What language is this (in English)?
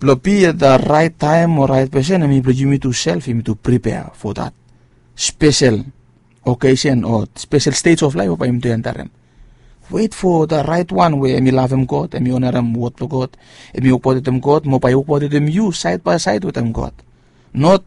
Bislama